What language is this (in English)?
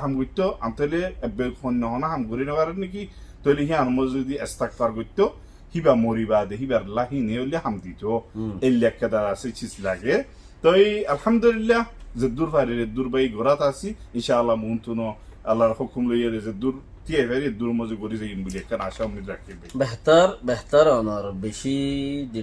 Rohingya